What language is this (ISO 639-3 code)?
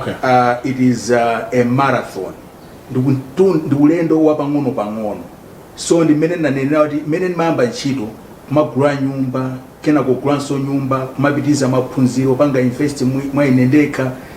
nya